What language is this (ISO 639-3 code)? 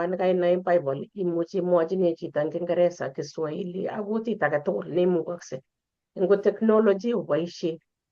kln